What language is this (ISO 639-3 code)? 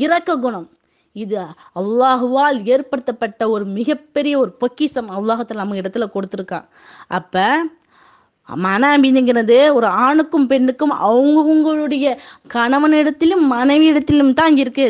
tam